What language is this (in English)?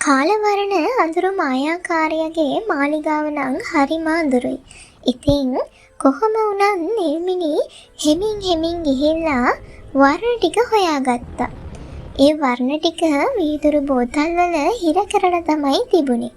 Sinhala